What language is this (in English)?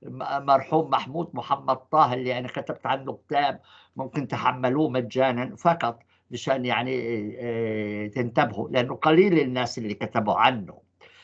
North Levantine Arabic